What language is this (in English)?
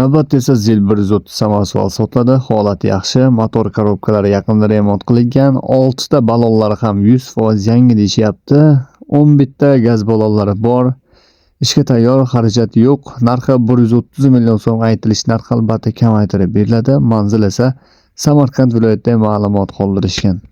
Uzbek